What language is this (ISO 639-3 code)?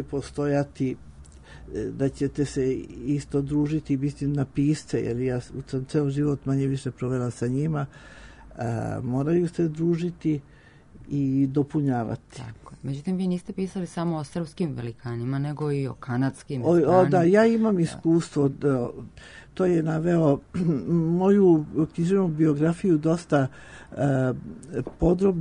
srp